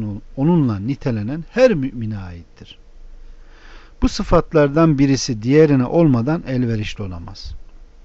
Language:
Turkish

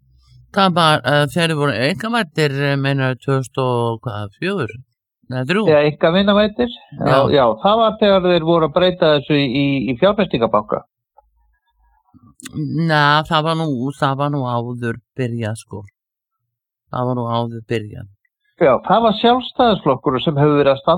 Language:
Icelandic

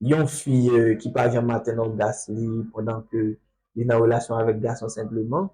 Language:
Haitian Creole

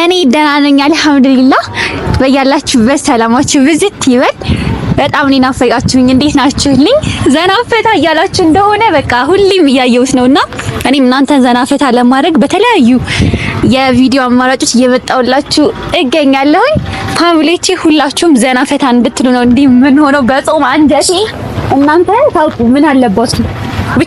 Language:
Amharic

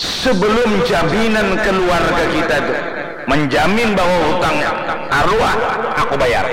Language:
Banjar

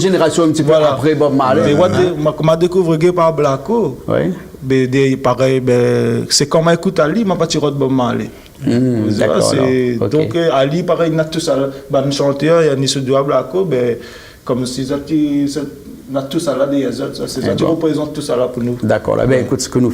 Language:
Réunion Creole French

